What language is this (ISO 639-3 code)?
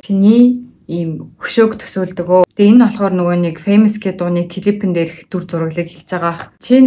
mon